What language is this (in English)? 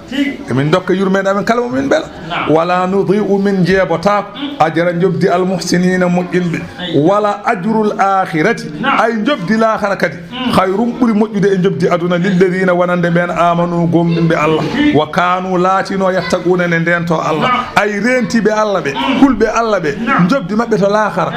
Fula